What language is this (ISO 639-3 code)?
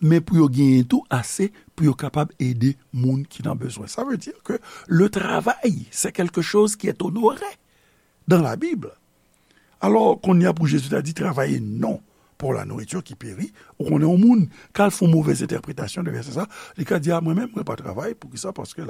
hat